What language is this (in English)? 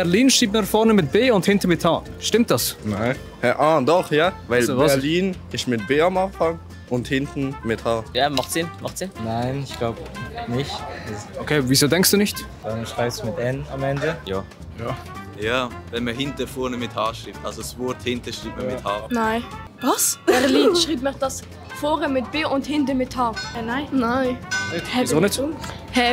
Swiss German